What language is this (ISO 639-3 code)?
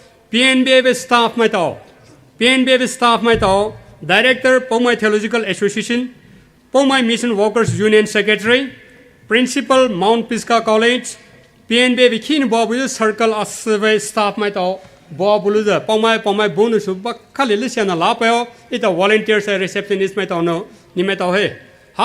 pmx